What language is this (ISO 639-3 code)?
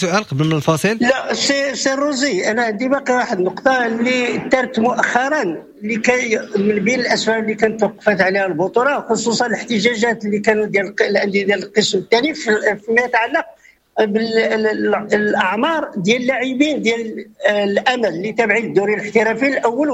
ary